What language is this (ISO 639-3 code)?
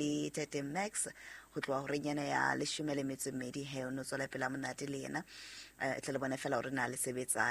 sot